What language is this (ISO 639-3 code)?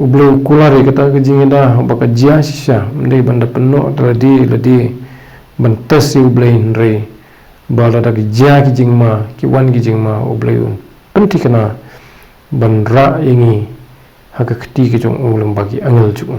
kha